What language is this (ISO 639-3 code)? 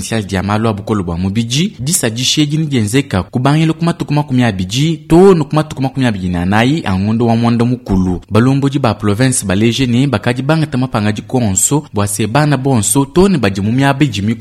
lua